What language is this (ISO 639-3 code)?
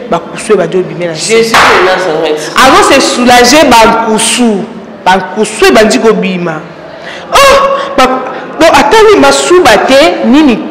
lin